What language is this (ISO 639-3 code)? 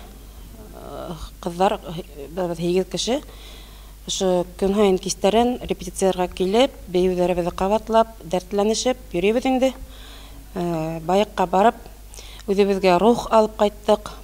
bak